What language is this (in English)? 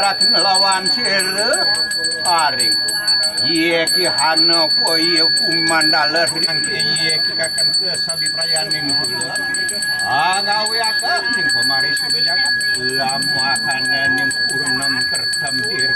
Balinese